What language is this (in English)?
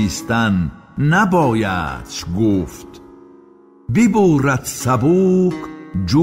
Tajik